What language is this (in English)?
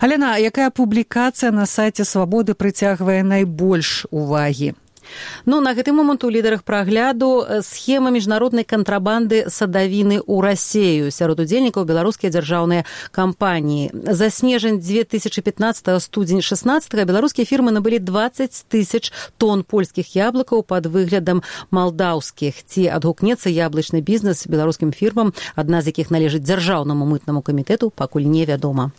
Belarusian